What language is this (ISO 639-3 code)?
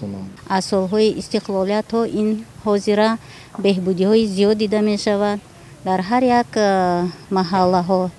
tgk